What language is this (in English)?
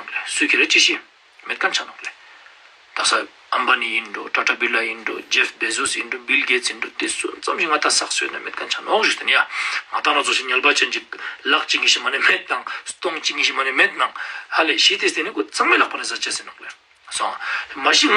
Ladakhi